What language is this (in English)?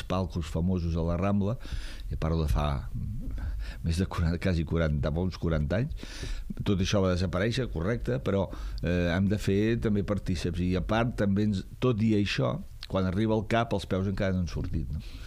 Catalan